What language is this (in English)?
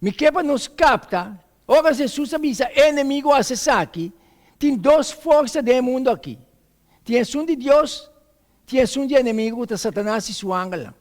Papiamento